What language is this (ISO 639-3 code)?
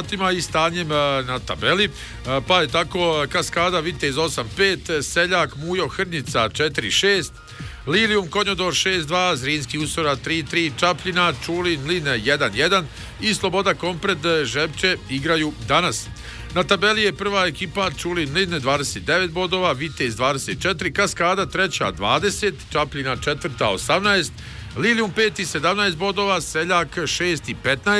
bos